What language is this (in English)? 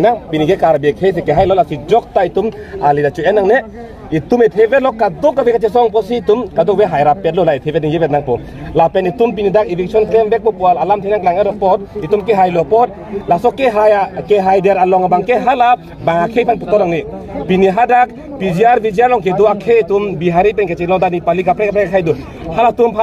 Karbi